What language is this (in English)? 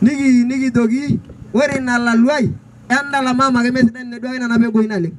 Masai